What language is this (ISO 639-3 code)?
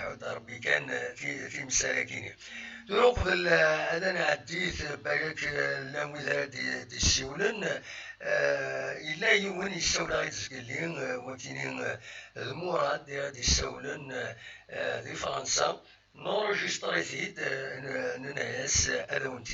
kab